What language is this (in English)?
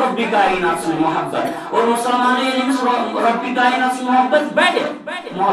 Kashmiri